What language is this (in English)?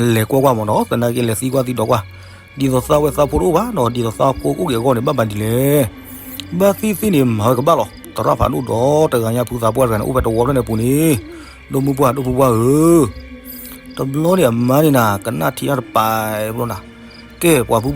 S'gaw Karen